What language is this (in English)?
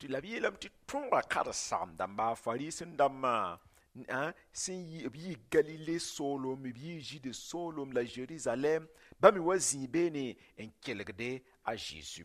Mossi